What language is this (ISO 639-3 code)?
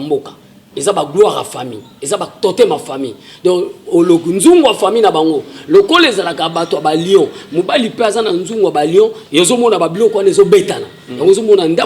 lin